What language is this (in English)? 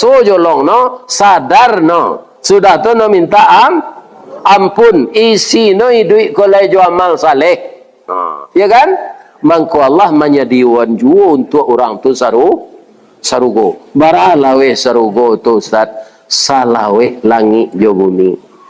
Minangkabau